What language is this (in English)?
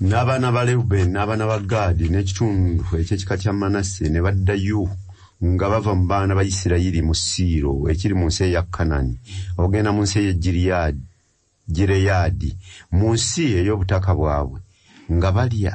Ganda